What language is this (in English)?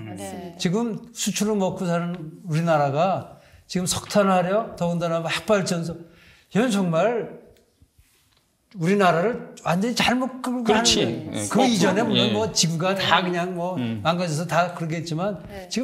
Korean